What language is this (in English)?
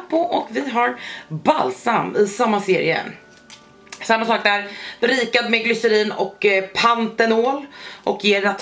Swedish